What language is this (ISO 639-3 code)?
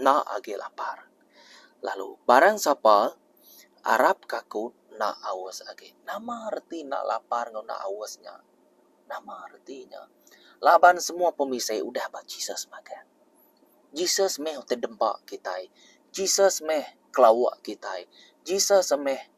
iba